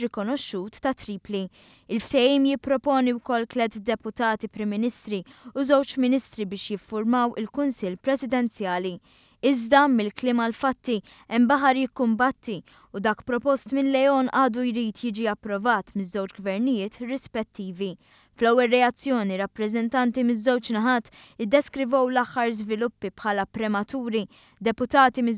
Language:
Maltese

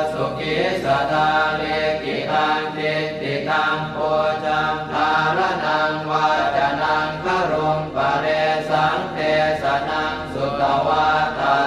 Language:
Pali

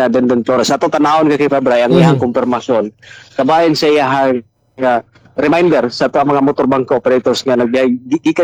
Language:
Cebuano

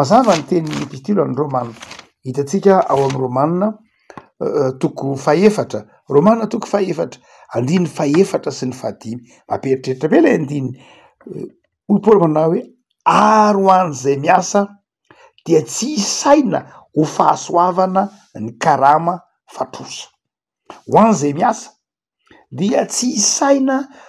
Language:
Malagasy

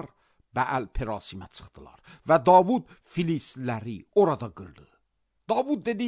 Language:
Azerbaijani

